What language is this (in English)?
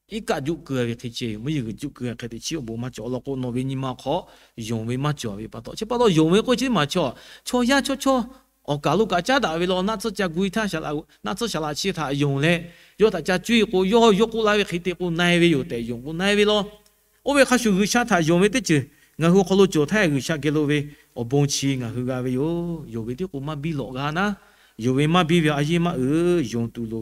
Lahu